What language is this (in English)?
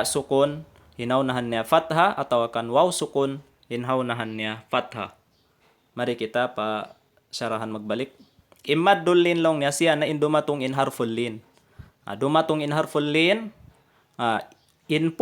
Tausug